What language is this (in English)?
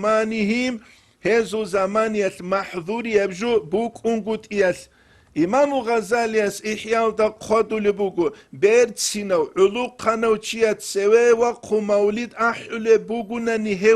Avaric